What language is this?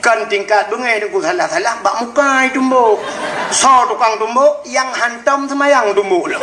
Achinese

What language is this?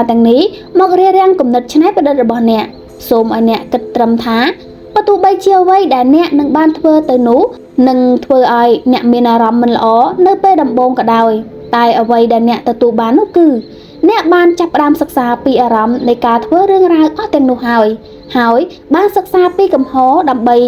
Khmer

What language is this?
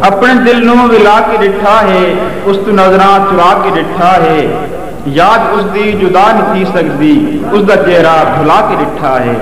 Saraiki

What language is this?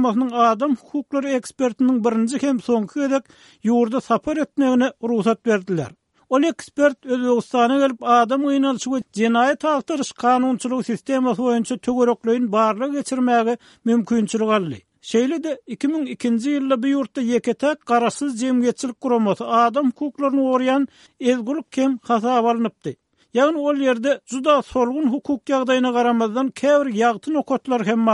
Turkmen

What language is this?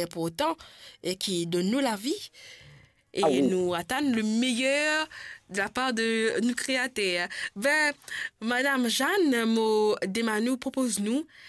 Morisyen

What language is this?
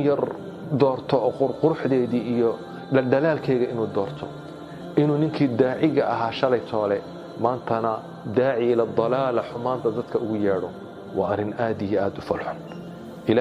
Somali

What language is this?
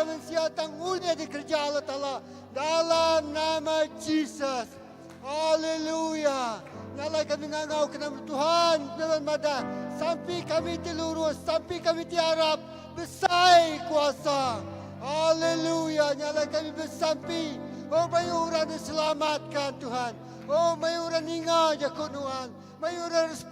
Iban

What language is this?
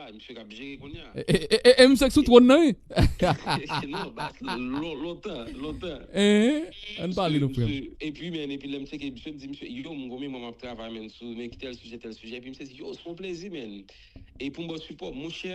Haitian Creole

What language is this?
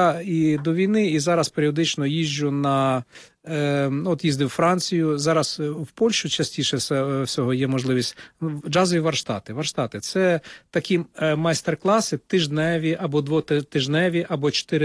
Ukrainian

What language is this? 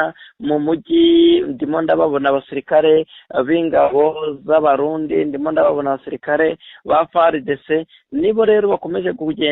Kinyarwanda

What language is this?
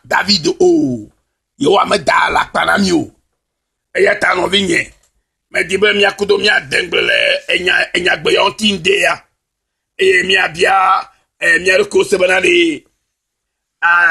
Ewe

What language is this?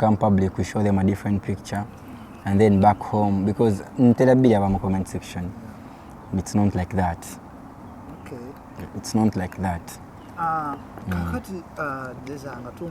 Ganda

